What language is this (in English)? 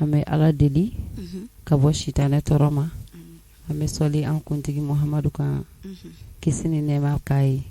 Bambara